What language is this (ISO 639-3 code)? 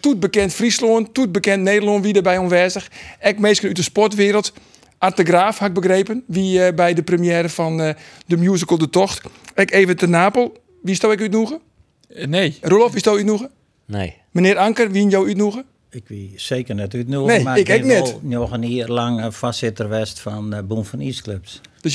fry